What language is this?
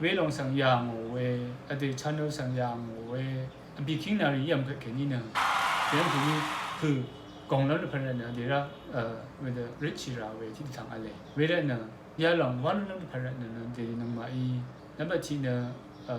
Rawang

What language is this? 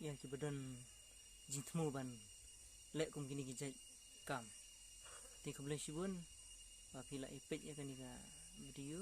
Khasi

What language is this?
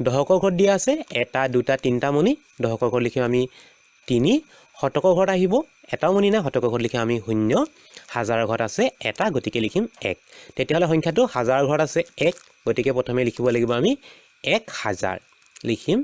Assamese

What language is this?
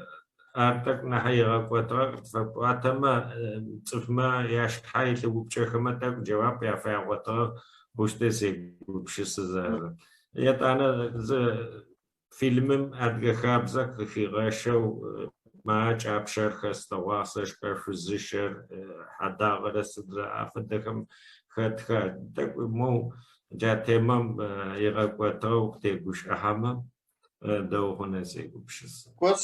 Adyghe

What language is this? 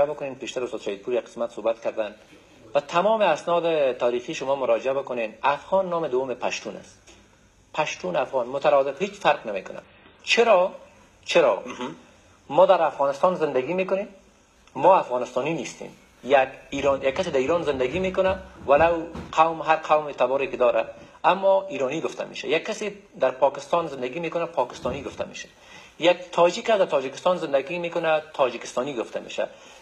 Persian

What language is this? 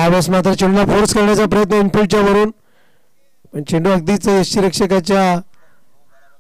Marathi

